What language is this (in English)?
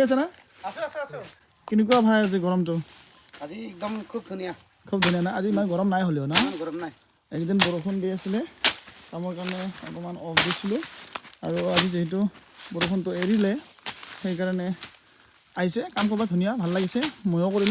Assamese